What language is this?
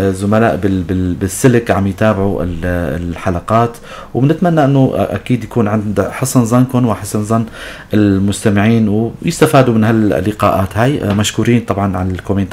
North Levantine Arabic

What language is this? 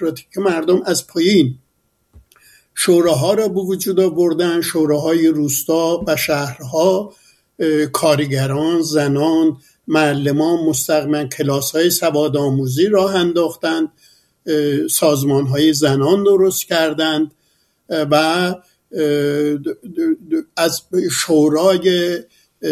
Persian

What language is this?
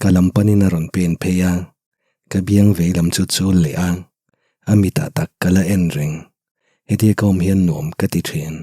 Mizo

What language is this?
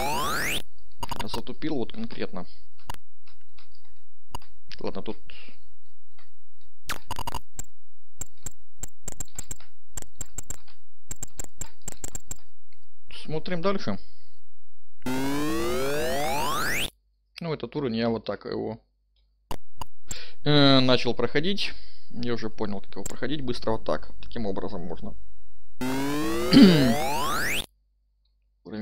Russian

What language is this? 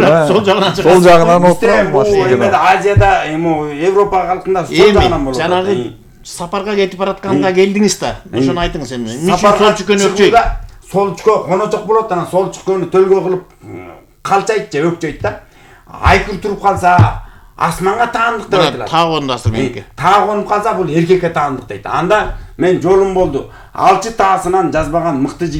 Kyrgyz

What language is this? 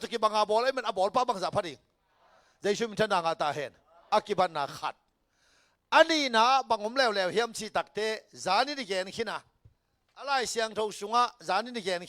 Tedim Chin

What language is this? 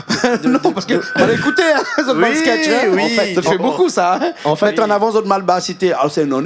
Réunion Creole French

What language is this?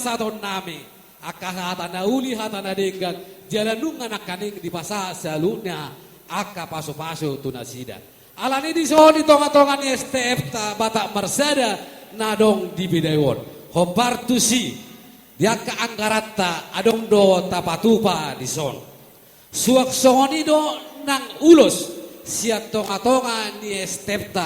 Batak Toba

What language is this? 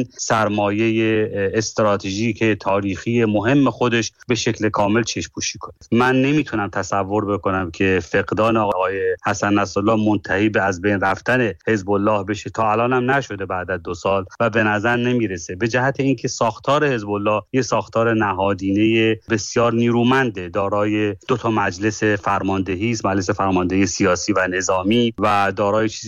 Persian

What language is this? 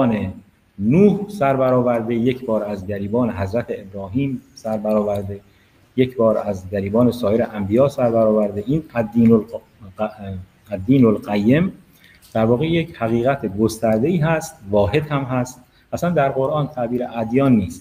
Persian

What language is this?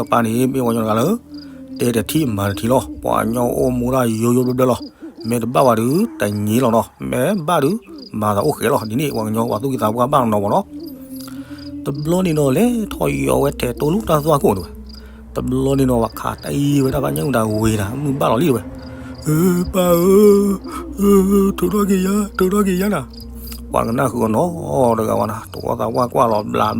S'gaw Karen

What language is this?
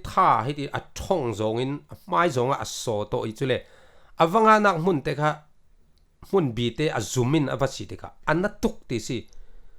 Falam Chin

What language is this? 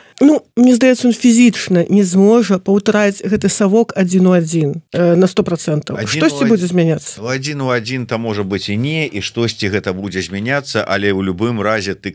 Belarusian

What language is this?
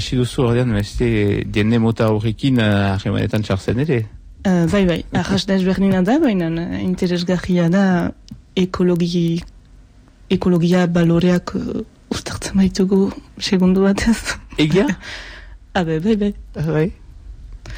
Basque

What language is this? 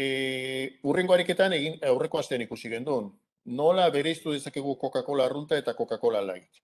Basque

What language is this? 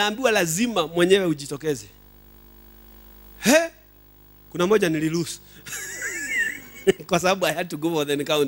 Swahili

